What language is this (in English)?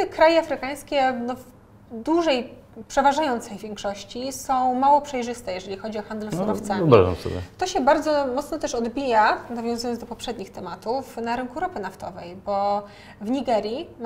Polish